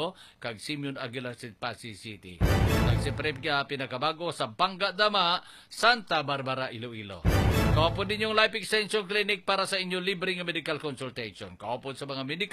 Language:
Hiligaynon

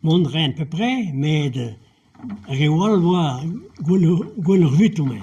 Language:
Breton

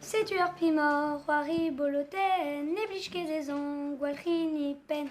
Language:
Breton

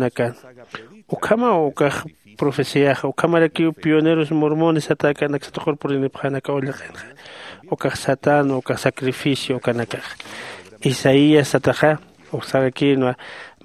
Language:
Aymara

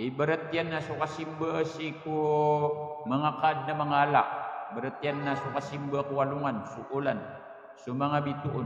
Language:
Maranao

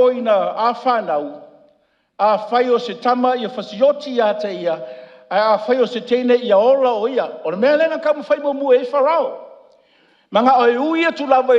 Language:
Samoan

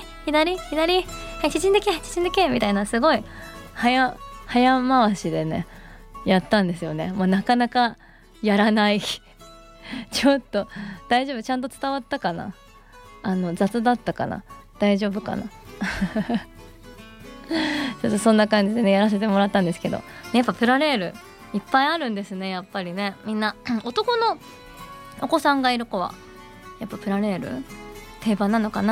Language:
Japanese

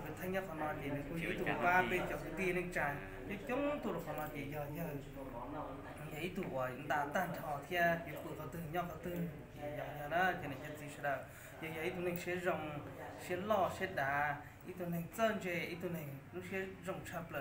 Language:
Hmong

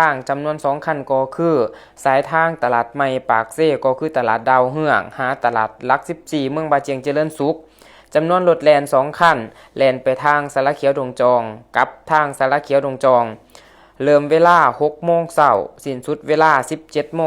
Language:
Lao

